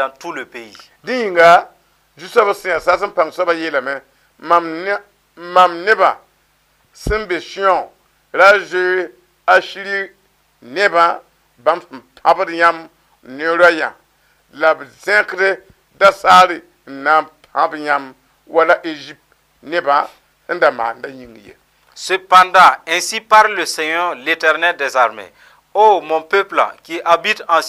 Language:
Mossi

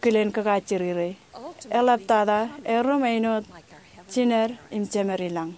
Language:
Marshallese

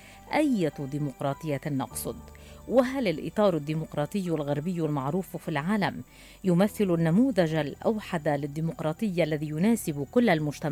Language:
Arabic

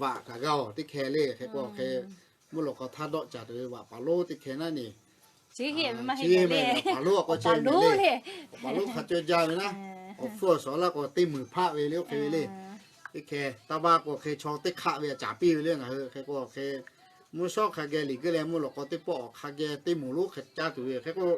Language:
Lahu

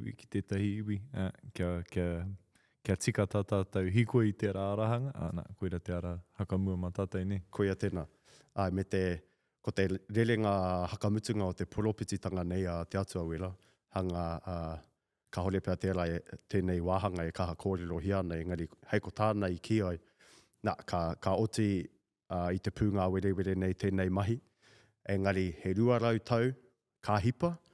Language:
Māori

